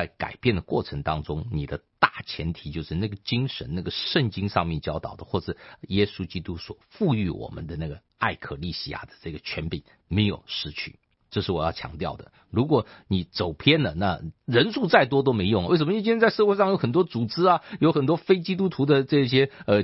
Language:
Chinese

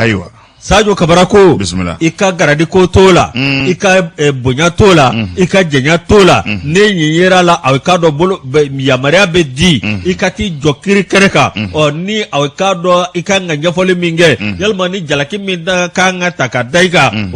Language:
Bambara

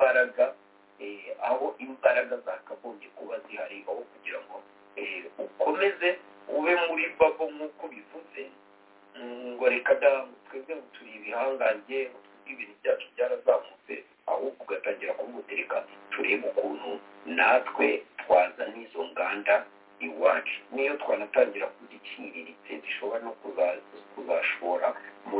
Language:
Kinyarwanda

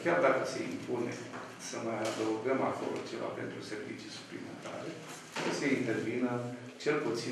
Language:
Romanian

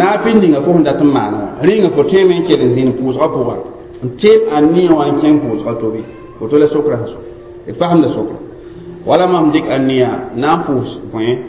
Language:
Mossi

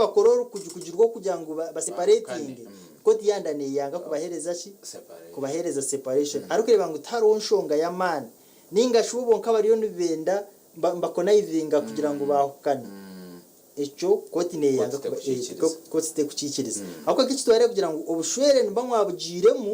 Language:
Nyankole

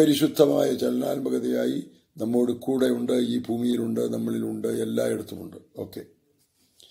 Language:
Malayalam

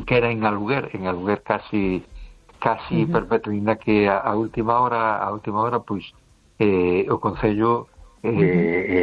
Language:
Galician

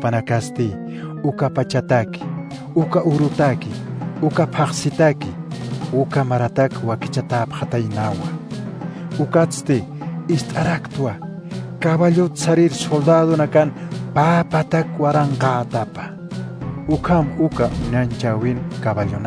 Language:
Aymara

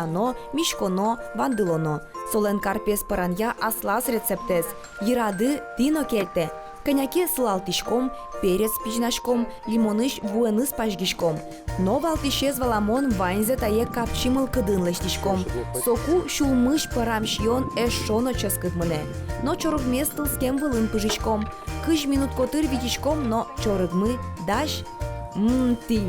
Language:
Udmurt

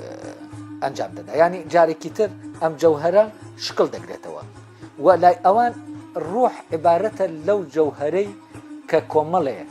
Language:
Central Kurdish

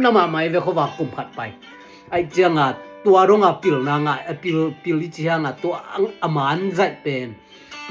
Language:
Tedim Chin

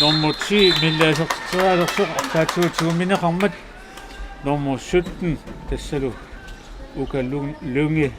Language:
Kalaallisut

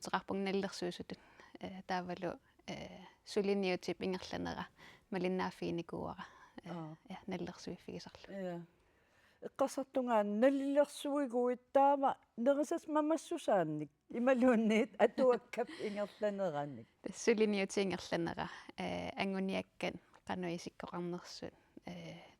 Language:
Kalaallisut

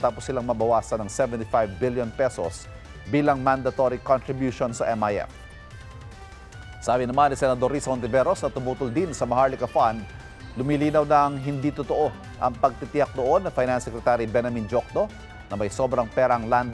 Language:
Filipino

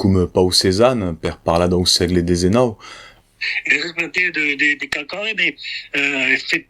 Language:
Occitan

